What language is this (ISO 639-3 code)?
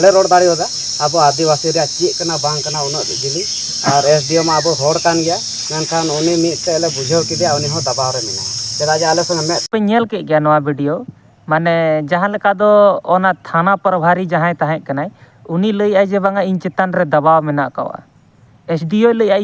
sat